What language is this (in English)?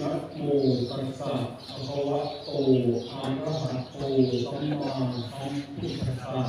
Pali